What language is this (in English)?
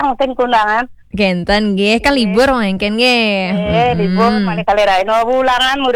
Balinese